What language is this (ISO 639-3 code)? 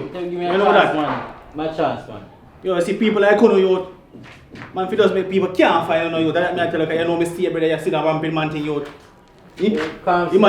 jam